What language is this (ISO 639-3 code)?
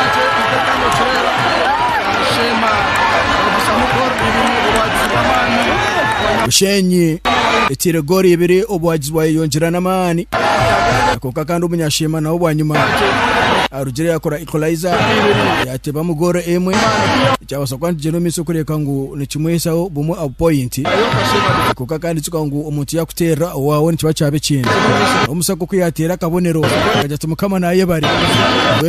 nyn